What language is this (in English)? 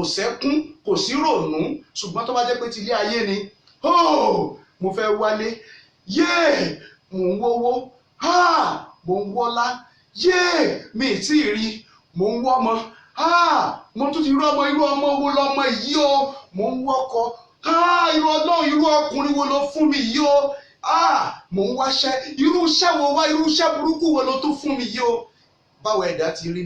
Yoruba